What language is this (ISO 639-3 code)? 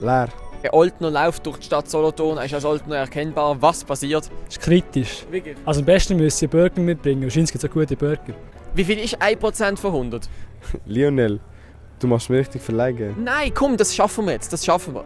gsw